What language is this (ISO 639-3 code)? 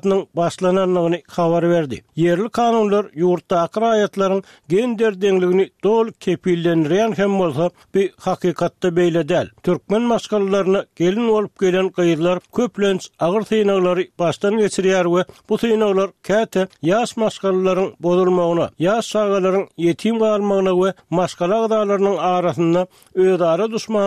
tuk